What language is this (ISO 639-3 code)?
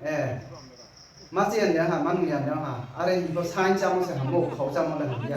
ria